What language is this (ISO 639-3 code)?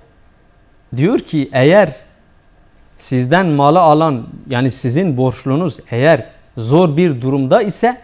tur